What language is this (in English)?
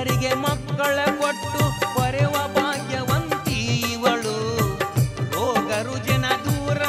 Kannada